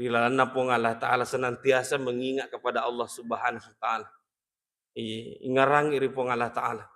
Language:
Buginese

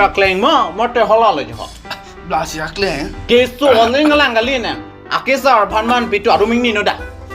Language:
Karbi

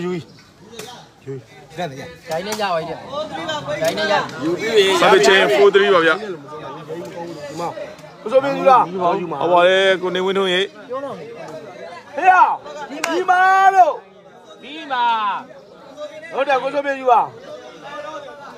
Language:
Burmese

